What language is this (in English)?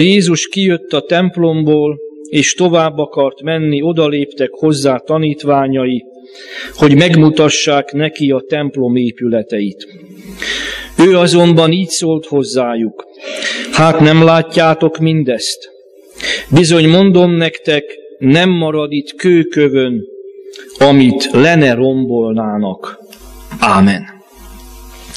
Hungarian